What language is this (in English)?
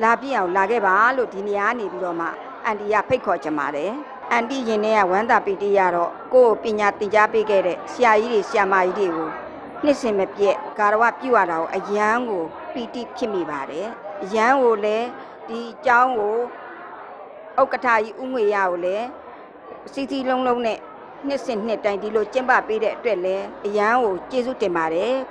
Burmese